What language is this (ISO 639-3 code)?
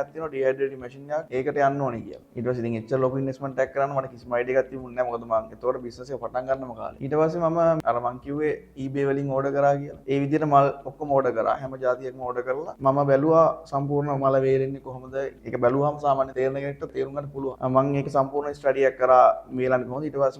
sin